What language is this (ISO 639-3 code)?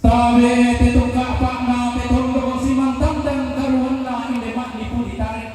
sda